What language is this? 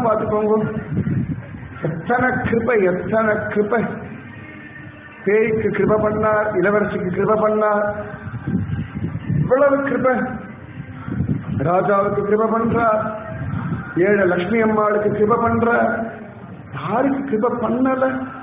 Tamil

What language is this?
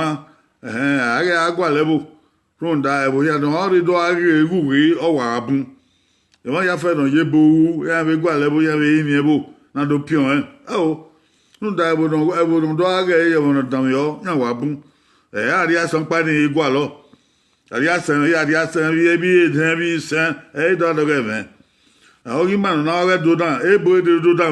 Bini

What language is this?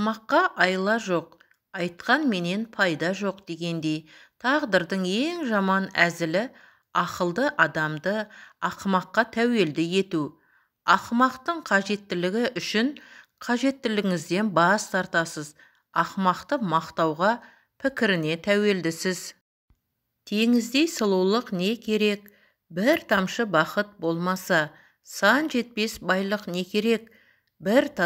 Kazakh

